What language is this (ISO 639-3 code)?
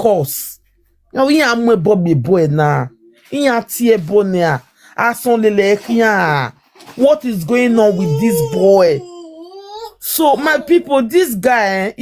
pcm